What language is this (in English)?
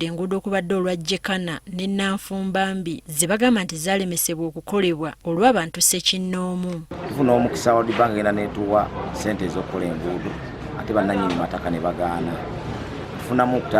Ganda